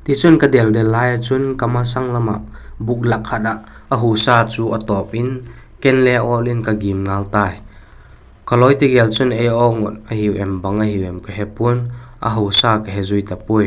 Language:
Vaiphei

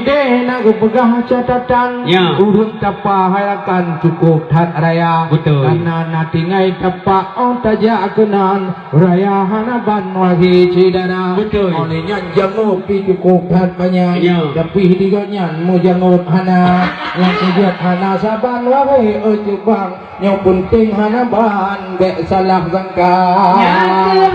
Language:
Achinese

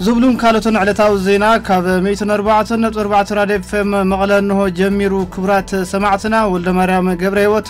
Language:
Tigrinya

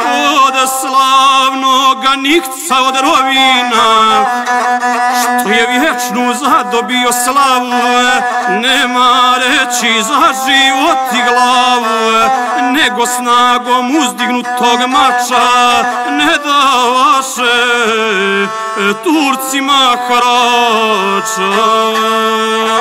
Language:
Serbian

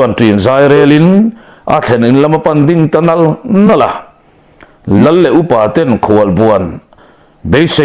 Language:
Mizo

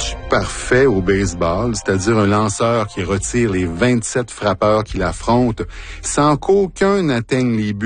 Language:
French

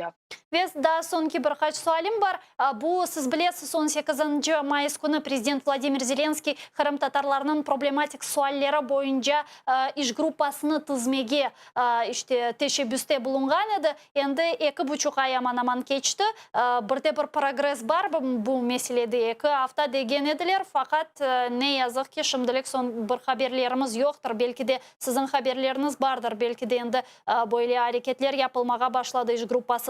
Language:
Crimean Tatar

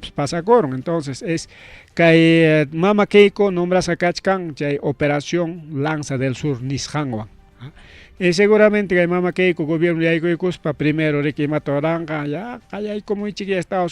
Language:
Ayacucho Quechua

